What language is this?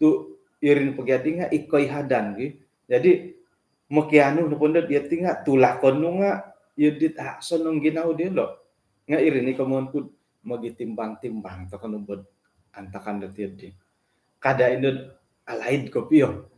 Central Dusun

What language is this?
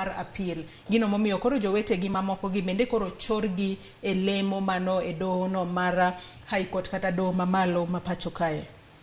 Luo (Kenya and Tanzania)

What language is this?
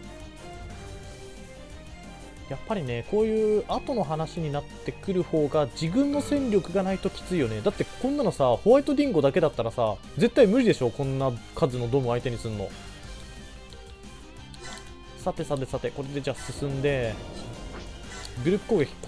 Japanese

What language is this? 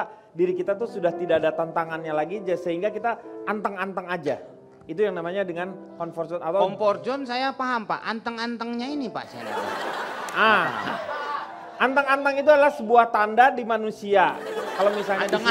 Indonesian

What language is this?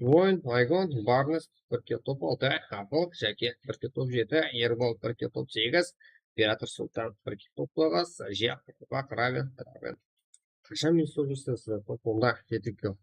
Kara-Kalpak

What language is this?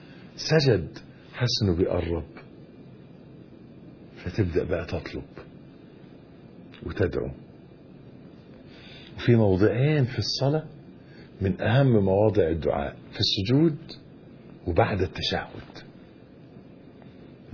Egyptian Arabic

